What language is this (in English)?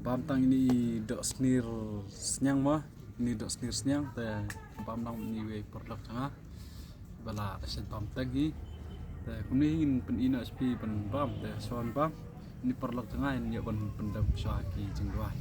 Khasi